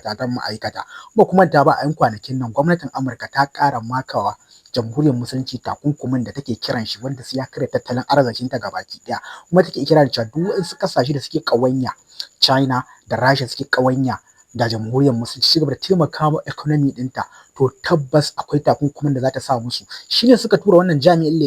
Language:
Hausa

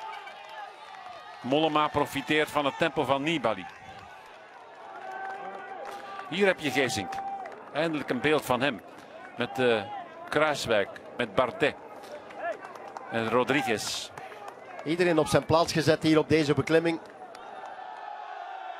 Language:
Dutch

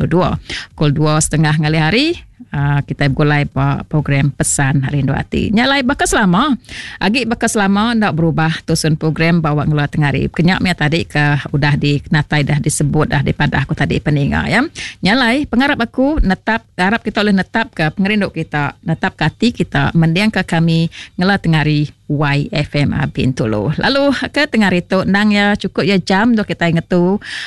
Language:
Iban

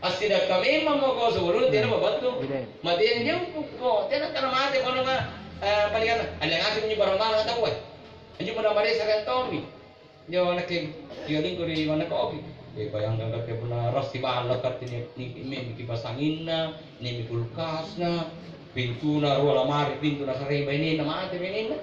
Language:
Makasar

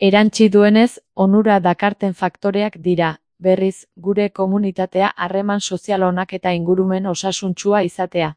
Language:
Basque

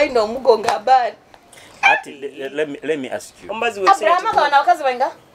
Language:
Nyoro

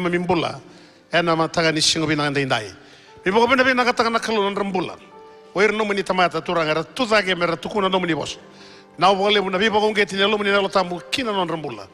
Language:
Fijian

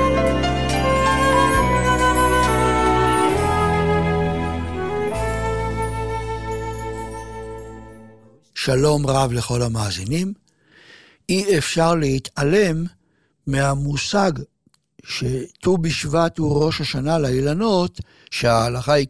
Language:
Hebrew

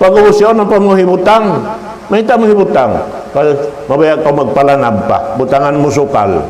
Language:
Tausug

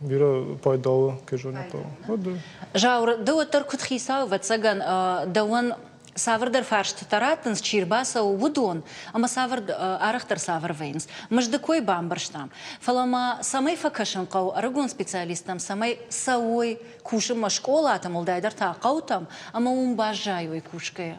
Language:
Ossetic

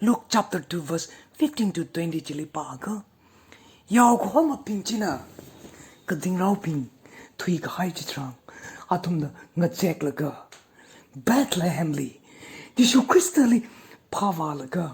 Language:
Tangkhul Naga (India)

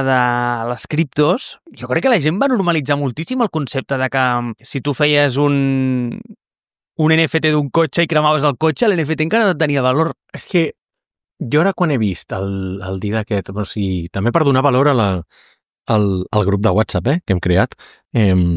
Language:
Catalan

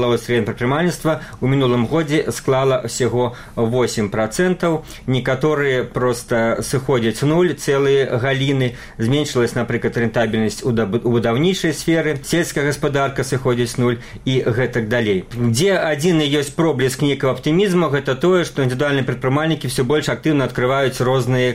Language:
Belarusian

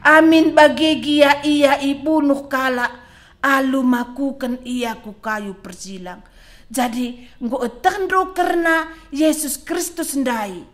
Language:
Batak Karo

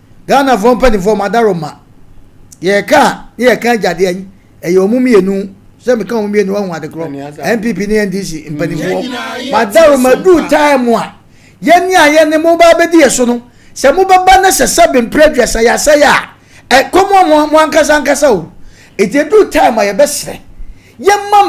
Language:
Akan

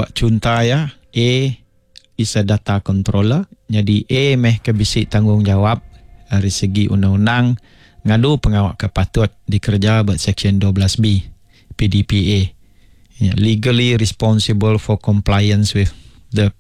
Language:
Iban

